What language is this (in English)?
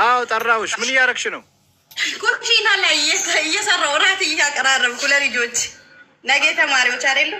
Amharic